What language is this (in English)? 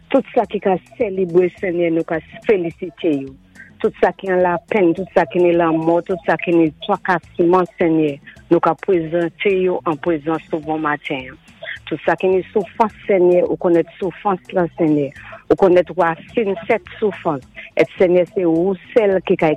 Saint Lucian Creole French